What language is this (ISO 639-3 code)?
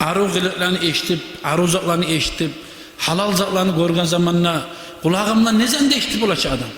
kum